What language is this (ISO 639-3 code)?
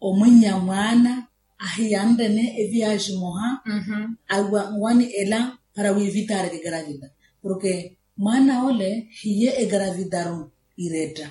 vmw